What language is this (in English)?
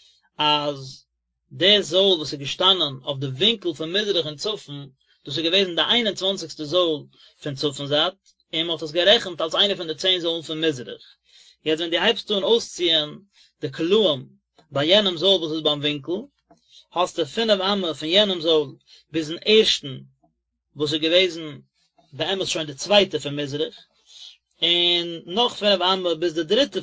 Yiddish